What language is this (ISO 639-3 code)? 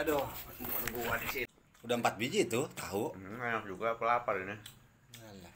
bew